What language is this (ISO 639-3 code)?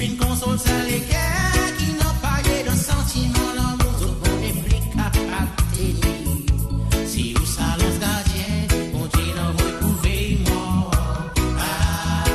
mfe